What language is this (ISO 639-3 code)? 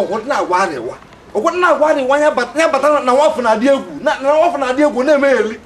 ibo